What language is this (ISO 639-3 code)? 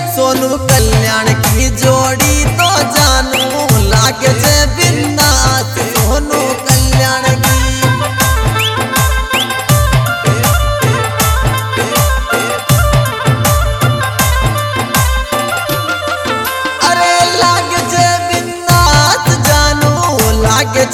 bho